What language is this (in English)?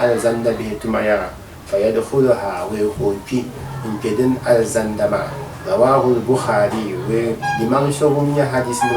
Dagbani